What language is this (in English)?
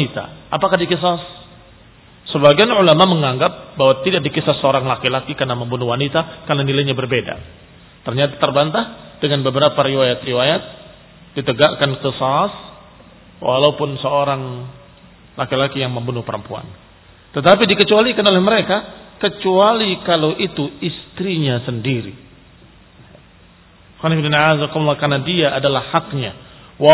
Indonesian